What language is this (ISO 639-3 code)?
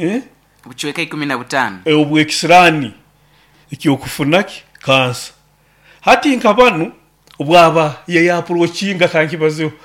nyo